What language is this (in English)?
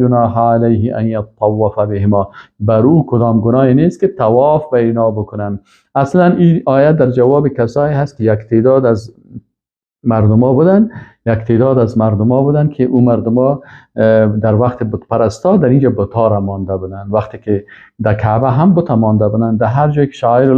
Persian